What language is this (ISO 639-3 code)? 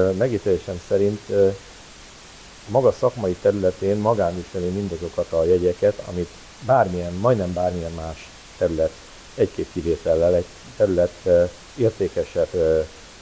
hun